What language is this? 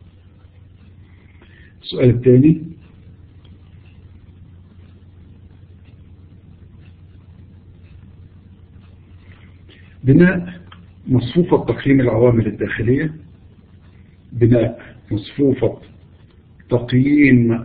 Arabic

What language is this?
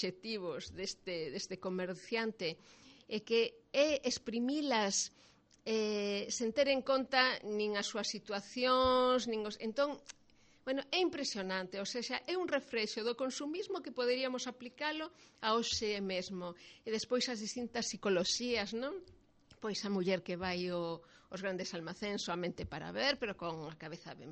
Galician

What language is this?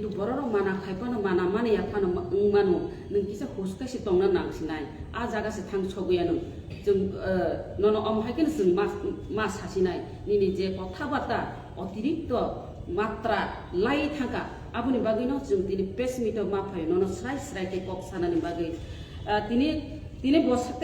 Kok Borok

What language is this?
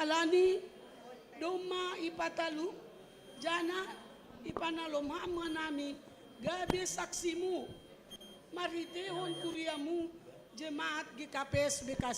Batak Simalungun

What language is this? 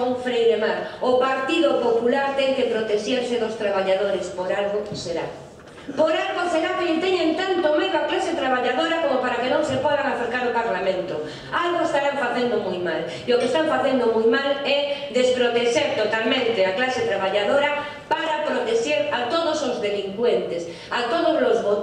Galician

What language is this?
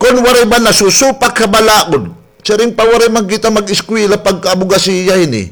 Waray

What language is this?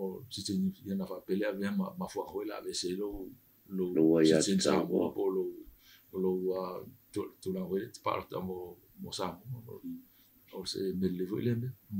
Samoan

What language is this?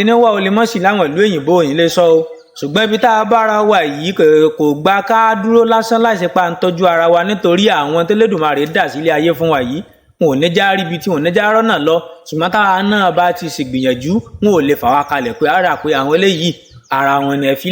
Yoruba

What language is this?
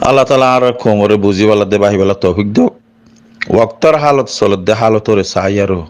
Rohingya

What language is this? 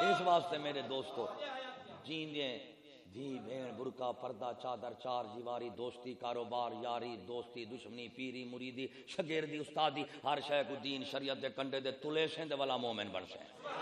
Saraiki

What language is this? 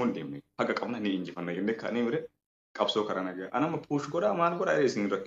Oromo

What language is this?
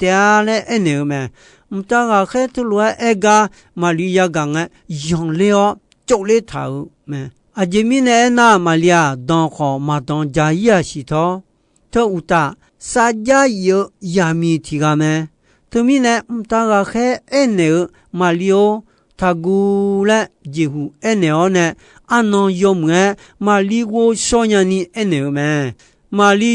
Akha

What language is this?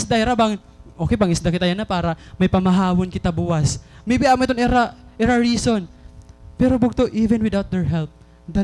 Waray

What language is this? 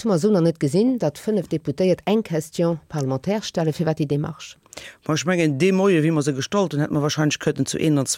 Luxembourgish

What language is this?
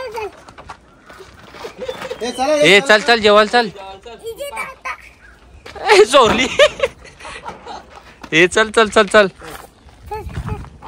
Marathi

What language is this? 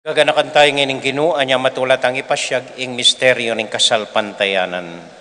Pampanga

